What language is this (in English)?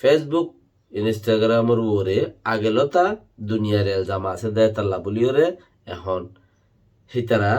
Rohingya